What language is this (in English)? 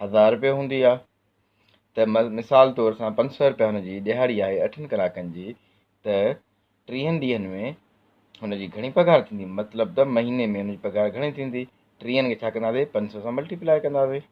Sindhi